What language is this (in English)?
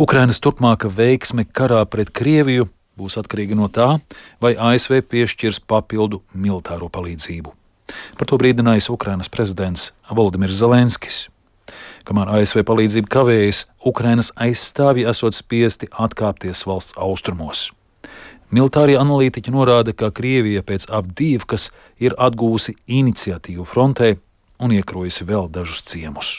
Latvian